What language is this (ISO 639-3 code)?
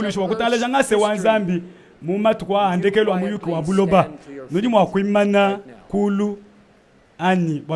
lua